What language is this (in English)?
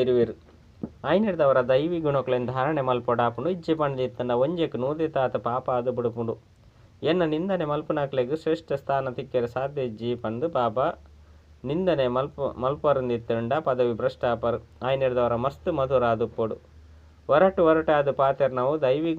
Tulu